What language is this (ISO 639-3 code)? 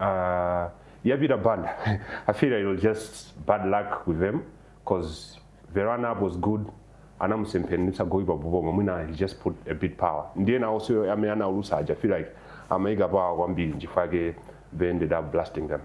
nya